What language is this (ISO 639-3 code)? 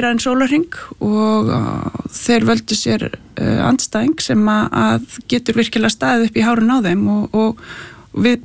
isl